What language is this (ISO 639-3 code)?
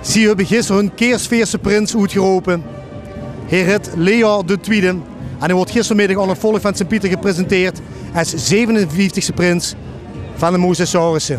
lim